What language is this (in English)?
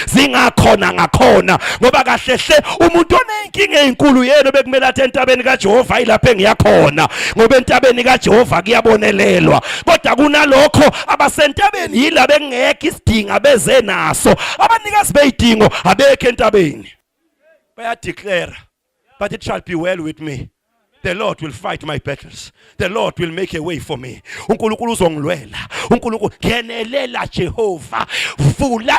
Zulu